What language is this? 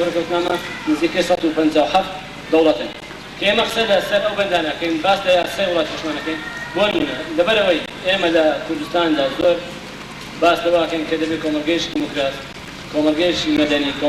Central Kurdish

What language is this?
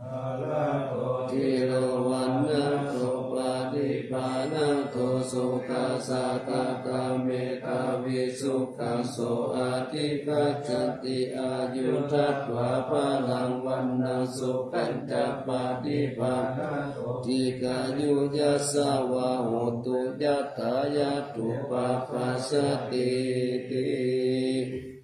Pali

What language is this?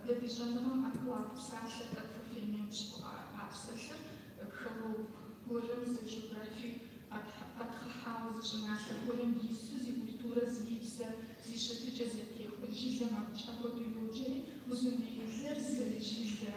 Kabardian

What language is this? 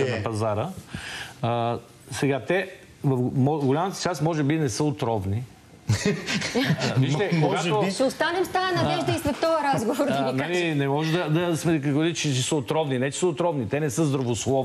Bulgarian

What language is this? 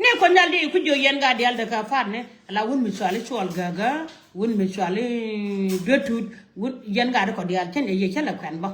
Nuer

